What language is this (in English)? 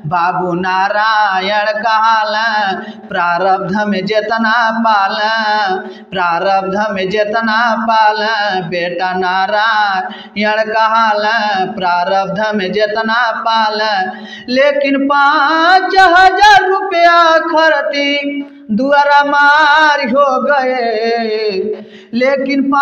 Bhojpuri